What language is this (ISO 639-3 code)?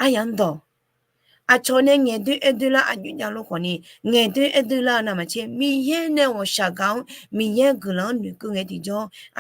ahk